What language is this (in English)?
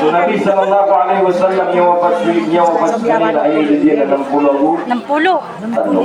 Maranao